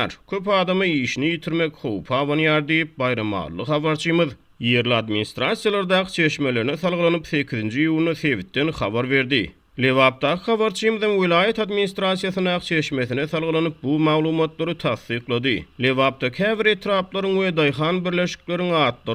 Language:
Turkmen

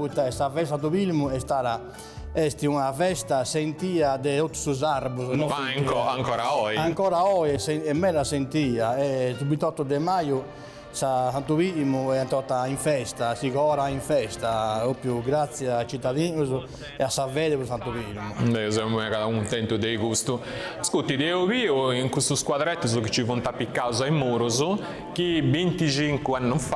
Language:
Sardinian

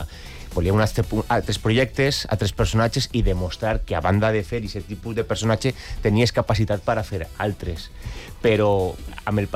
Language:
Catalan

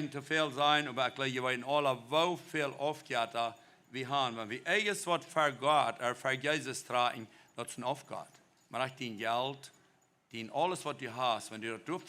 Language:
Plautdietsch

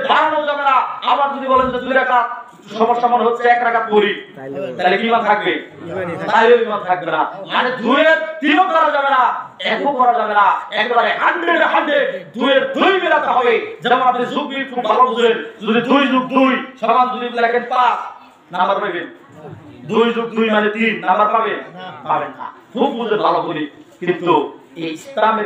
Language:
Bangla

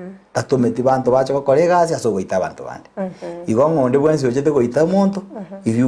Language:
Gusii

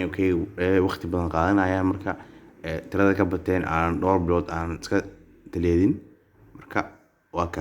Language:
Somali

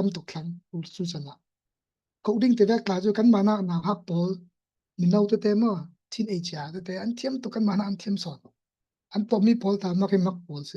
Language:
Falam Chin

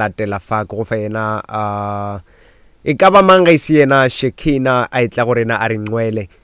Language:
Northern Sotho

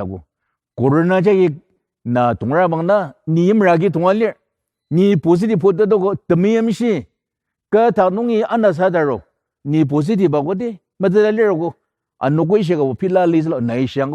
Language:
Ao Naga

